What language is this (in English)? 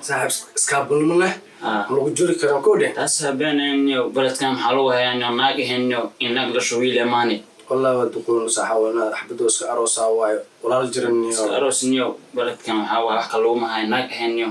Somali